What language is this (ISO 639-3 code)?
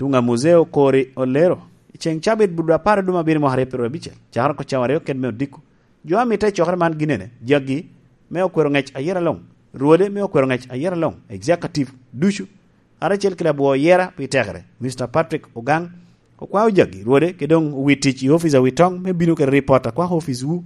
laj